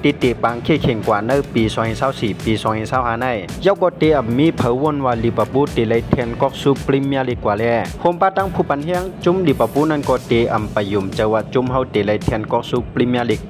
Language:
Shan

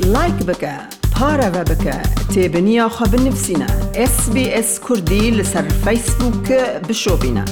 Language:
Kurdish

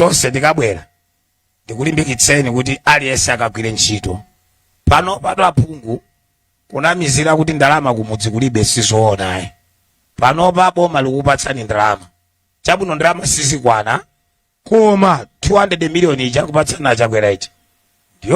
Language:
Nyanja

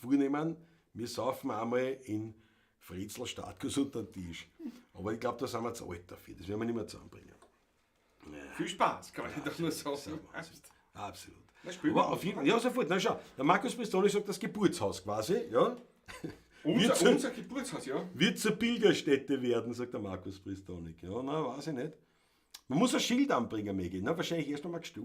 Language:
Bavarian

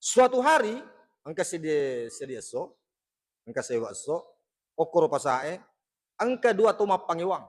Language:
Buginese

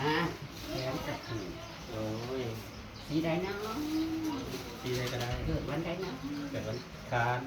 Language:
Northeastern Thai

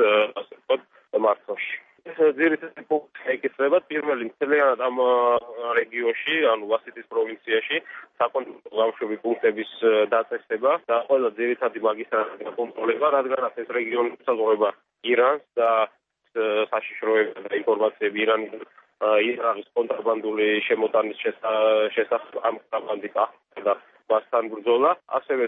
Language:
Georgian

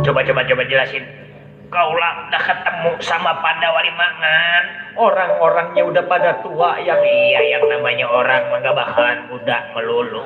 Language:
Betawi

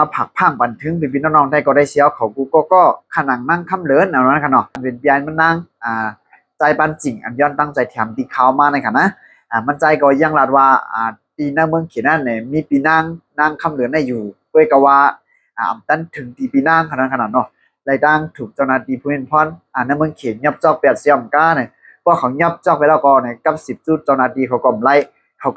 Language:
Shan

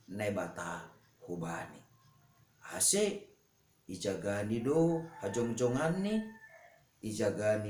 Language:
Batak Simalungun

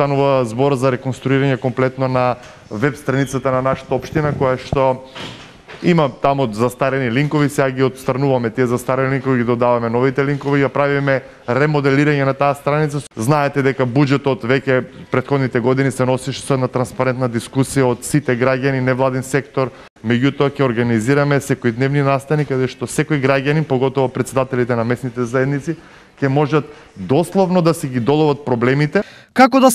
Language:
Macedonian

